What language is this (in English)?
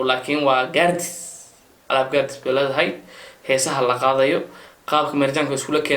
Somali